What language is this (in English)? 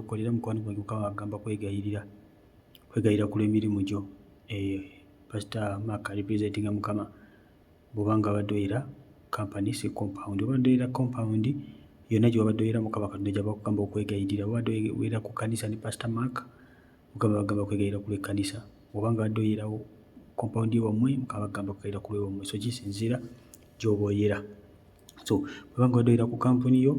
Ganda